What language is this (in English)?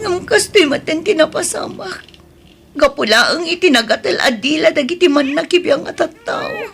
Iloko